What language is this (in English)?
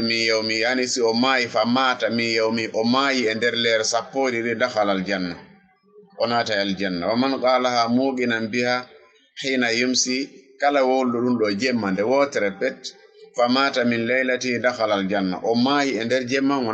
Fula